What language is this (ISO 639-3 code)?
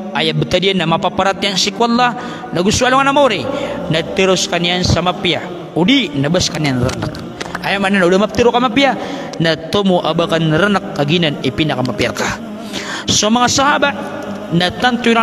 mrw